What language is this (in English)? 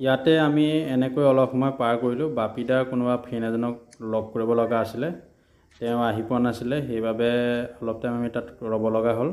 Assamese